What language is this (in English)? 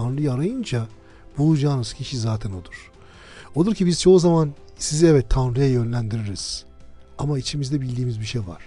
Turkish